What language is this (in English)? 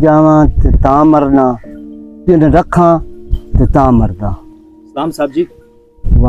Western Panjabi